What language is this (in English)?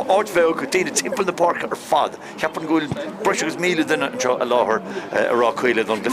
Irish